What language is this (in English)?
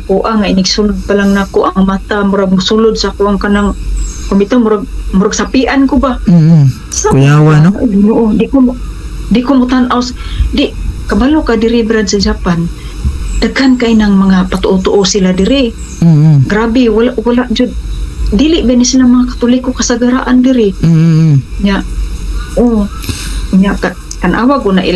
Cebuano